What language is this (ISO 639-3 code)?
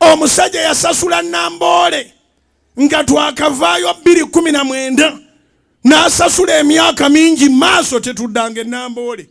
lug